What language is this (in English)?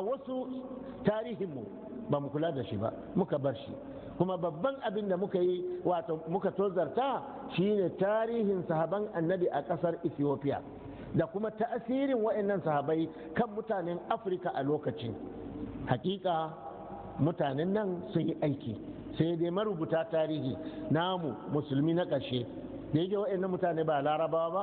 Hausa